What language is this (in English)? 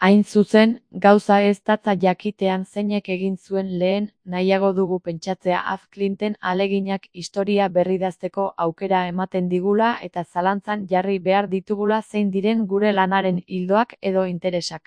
Basque